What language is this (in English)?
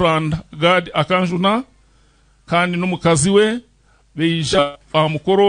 Nyankole